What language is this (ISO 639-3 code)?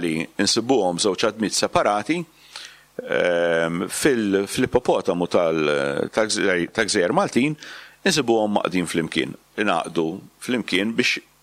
mlt